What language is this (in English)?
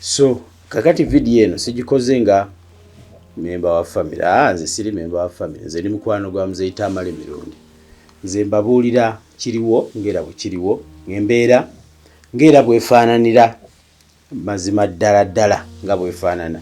Ganda